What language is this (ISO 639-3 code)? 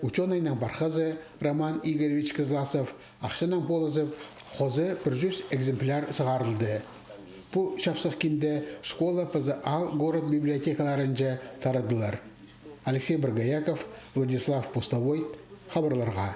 kjh